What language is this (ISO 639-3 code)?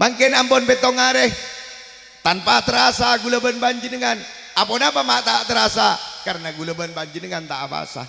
mad